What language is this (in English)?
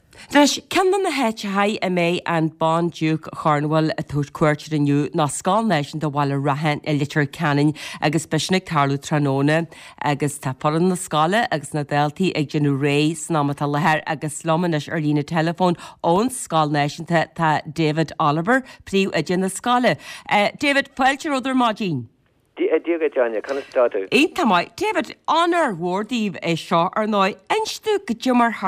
Irish